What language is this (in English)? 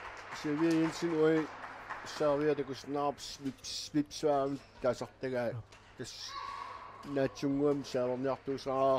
Kalaallisut